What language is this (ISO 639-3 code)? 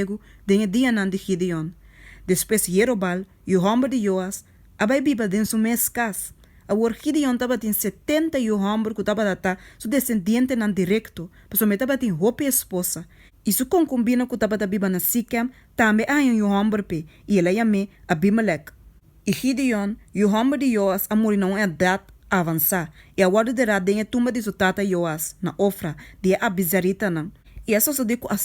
pap